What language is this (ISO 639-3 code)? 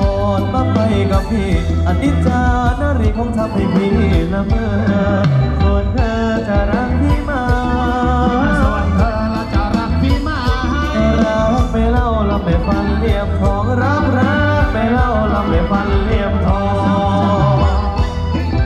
tha